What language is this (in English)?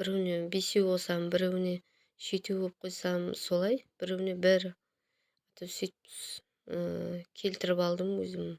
Kazakh